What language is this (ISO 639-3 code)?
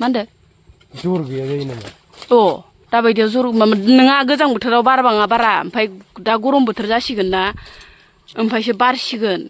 brx